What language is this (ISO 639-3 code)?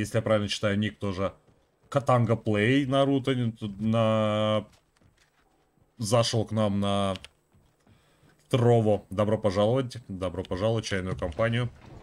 rus